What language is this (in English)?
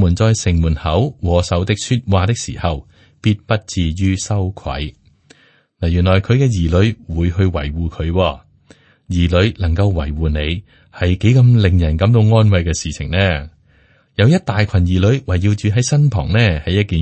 Cantonese